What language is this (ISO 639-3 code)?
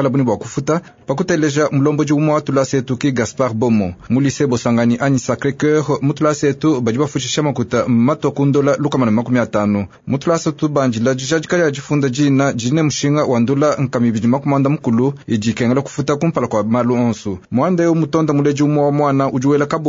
lua